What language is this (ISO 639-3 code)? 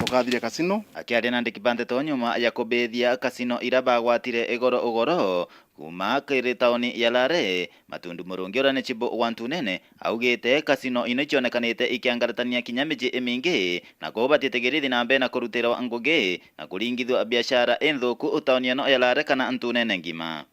mer